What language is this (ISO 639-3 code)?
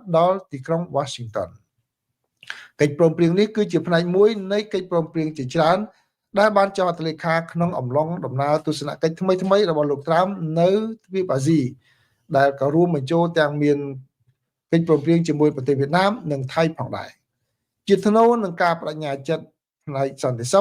khm